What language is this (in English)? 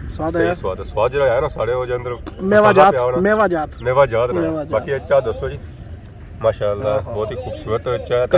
Pahari-Potwari